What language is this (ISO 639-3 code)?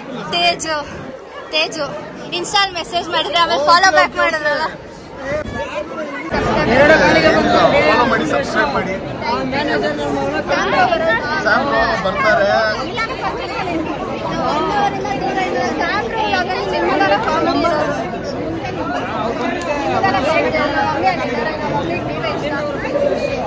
kan